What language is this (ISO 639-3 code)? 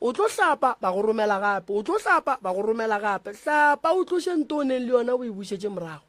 nso